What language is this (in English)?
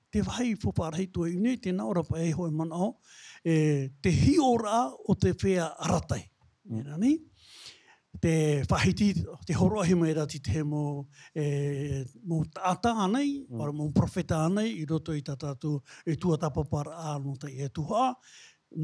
Tahitian